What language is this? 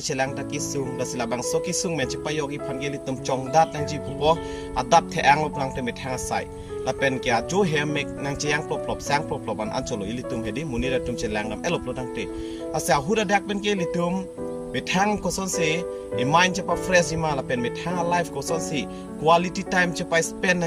Karbi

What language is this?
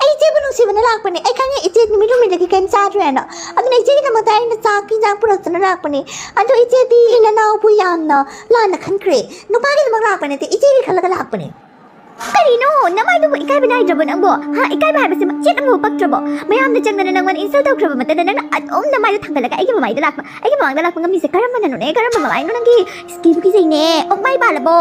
Manipuri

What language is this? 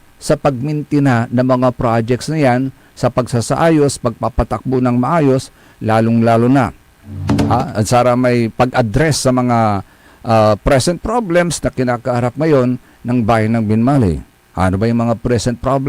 Pangasinan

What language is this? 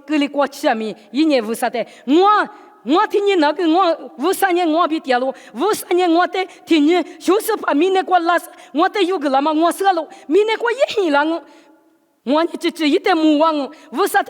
Lisu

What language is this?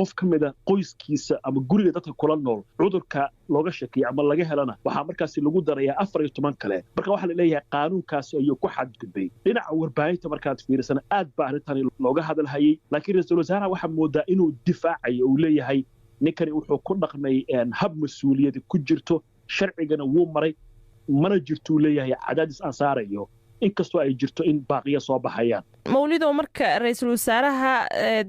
Somali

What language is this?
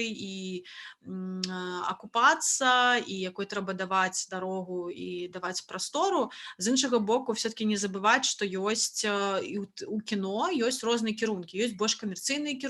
Belarusian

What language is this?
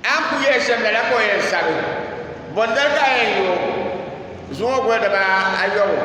Dagbani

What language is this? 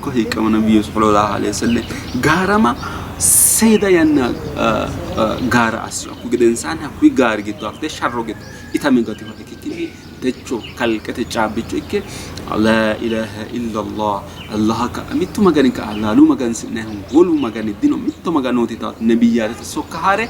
Sidamo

